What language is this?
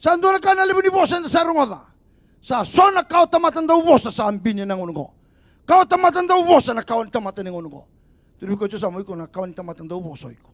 Fijian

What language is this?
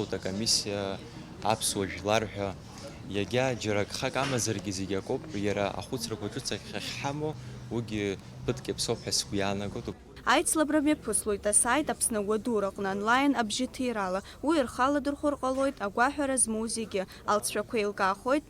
Abkhazian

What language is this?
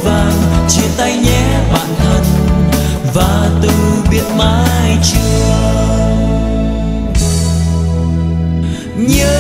Vietnamese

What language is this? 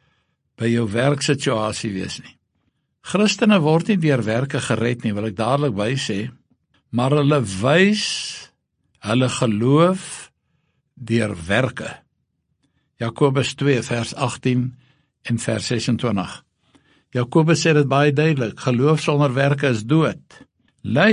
Afrikaans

